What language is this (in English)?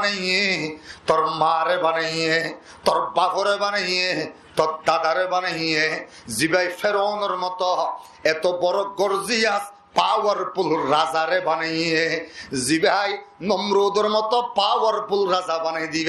Rohingya